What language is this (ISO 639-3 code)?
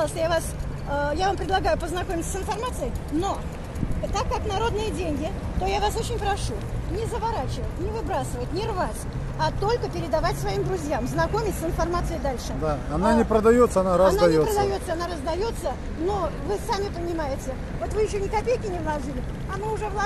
rus